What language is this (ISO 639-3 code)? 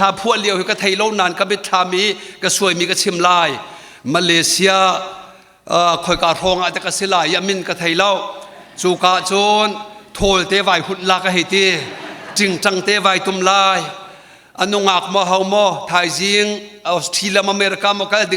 cnh